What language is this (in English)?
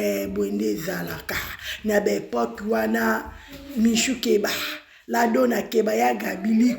Lingala